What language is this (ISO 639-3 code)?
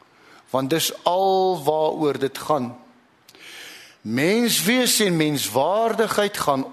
afr